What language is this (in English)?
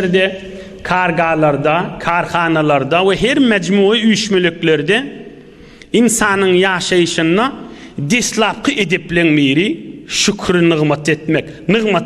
Turkmen